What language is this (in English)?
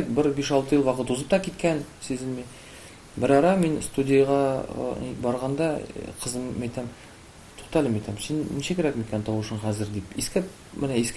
Tatar